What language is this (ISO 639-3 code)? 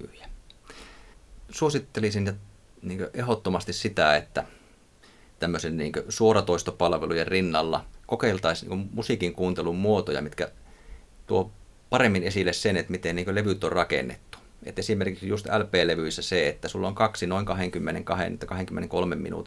fin